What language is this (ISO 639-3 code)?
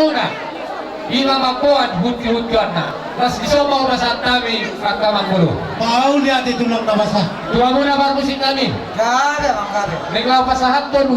bbc